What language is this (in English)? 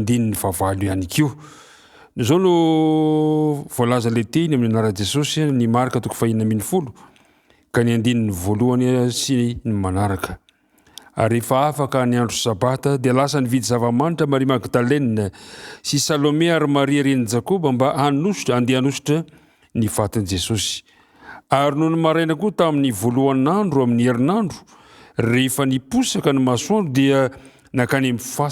Malagasy